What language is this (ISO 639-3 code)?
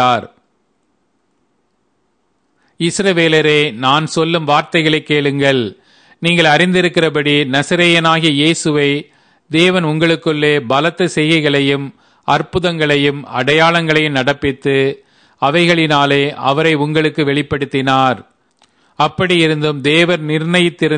tam